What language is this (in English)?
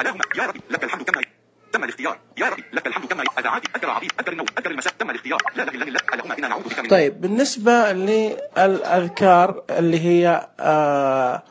Najdi Arabic